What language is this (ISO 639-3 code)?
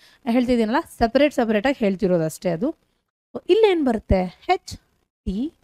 kan